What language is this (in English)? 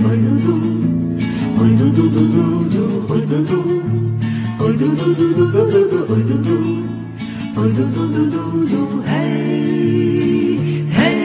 English